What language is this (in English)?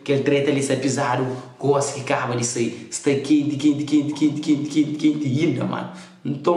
Kabuverdianu